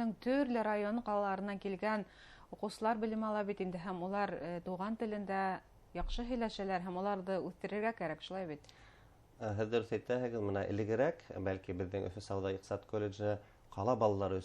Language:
Bashkir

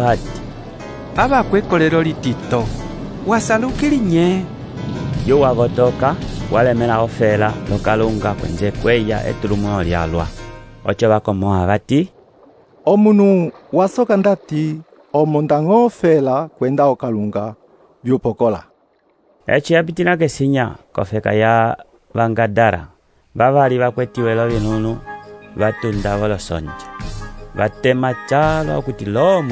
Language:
Umbundu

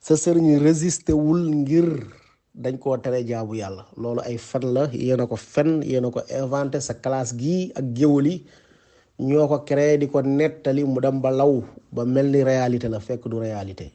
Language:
Wolof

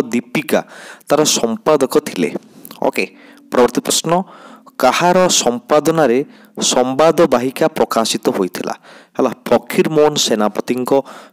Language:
Odia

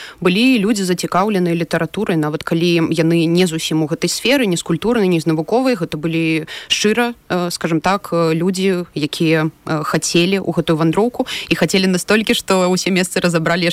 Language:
Belarusian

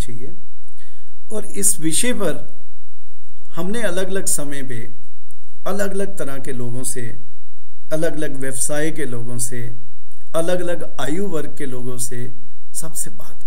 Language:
Hindi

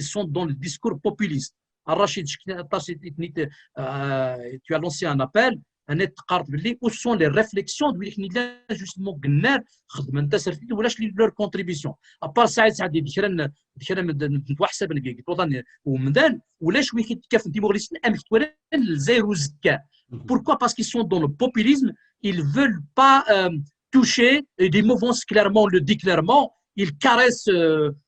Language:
Kabyle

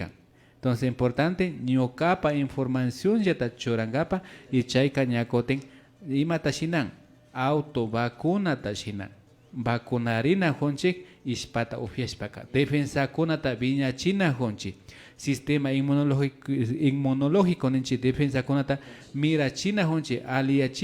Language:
Imbabura Highland Quichua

